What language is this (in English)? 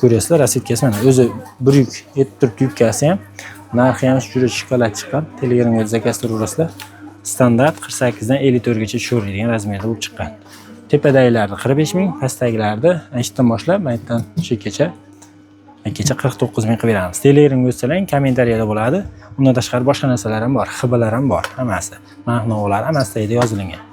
Uzbek